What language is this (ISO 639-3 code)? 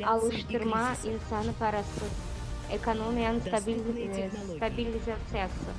gag